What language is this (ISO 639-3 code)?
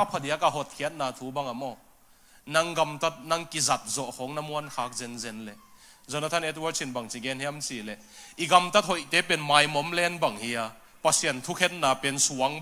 ctd